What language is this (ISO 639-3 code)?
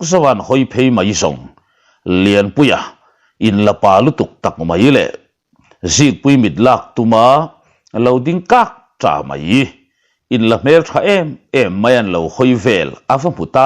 lus